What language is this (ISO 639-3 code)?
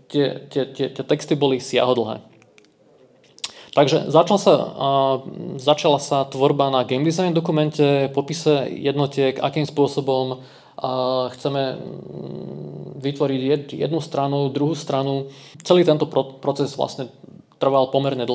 slk